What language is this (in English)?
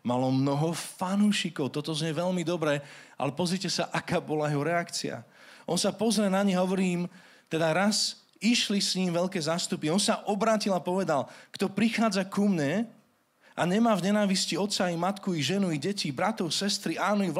Slovak